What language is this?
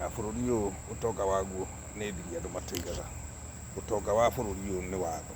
Kikuyu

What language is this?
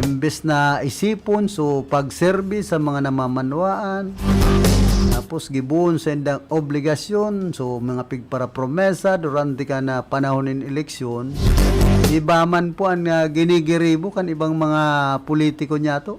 Bikol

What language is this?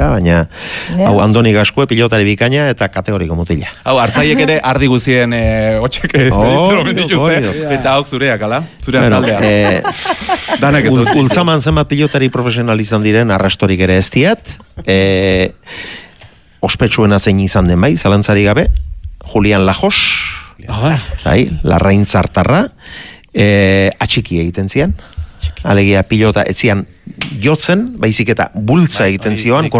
Basque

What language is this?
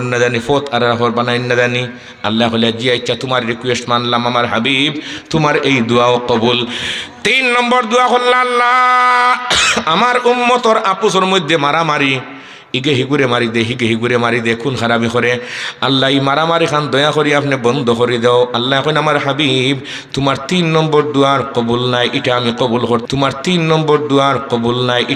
Sylheti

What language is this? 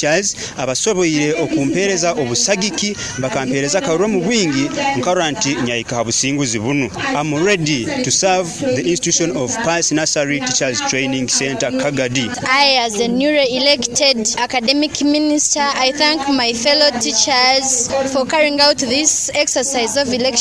Nyoro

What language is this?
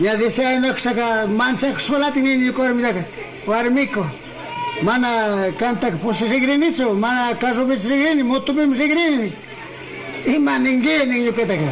Chimborazo Highland Quichua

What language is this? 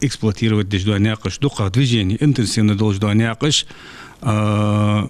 Ingush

